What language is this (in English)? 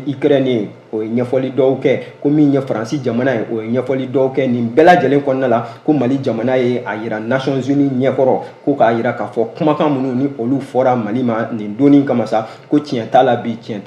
Bambara